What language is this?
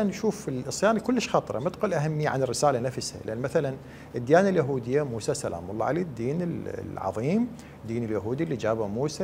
Mesopotamian Arabic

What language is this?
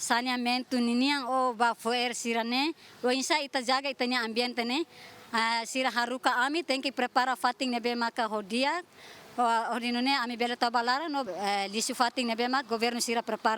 Tetum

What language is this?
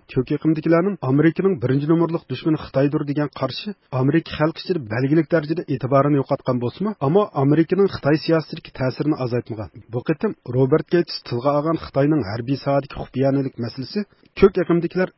Uyghur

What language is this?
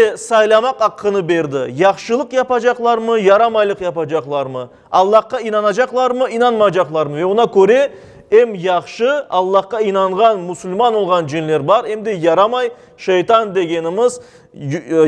Crimean Tatar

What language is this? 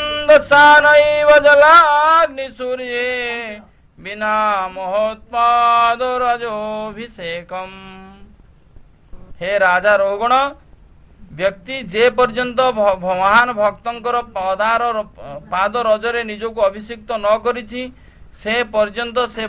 Odia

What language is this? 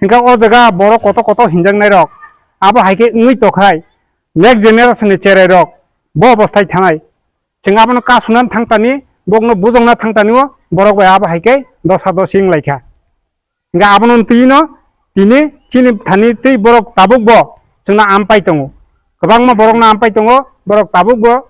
Kok Borok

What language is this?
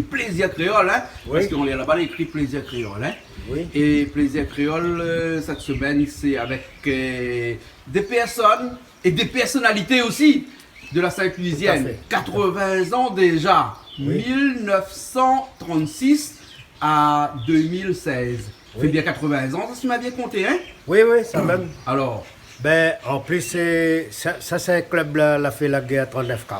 Réunion Creole French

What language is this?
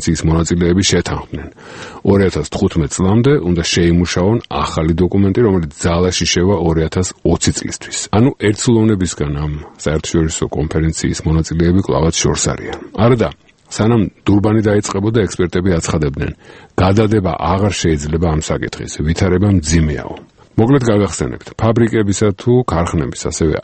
Georgian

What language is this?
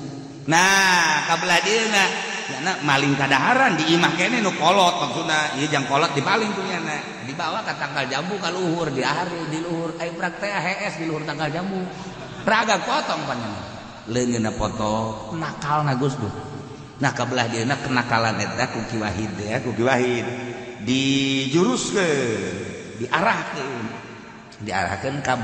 Sundanese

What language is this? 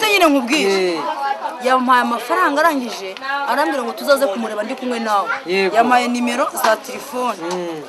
Kinyarwanda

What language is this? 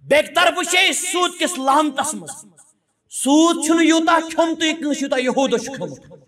Kashmiri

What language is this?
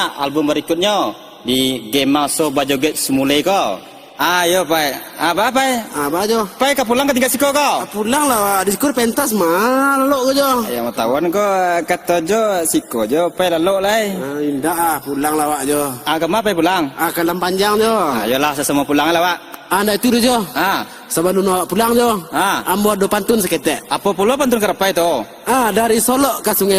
Minangkabau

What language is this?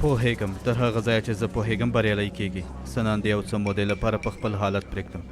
Pashto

